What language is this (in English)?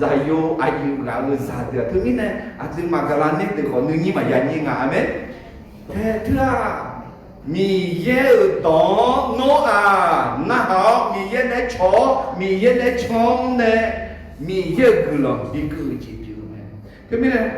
Akha